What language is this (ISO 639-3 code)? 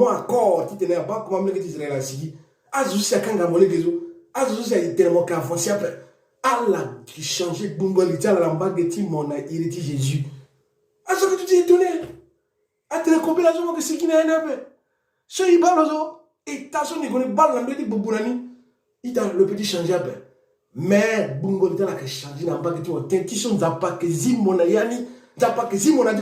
sag